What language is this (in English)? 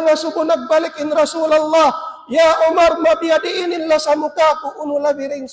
Tausug